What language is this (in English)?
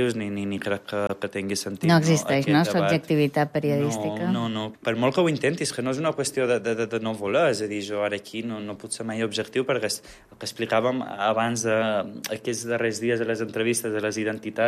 Catalan